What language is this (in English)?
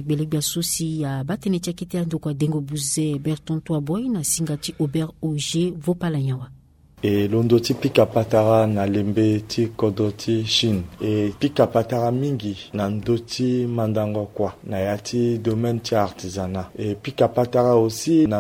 Sango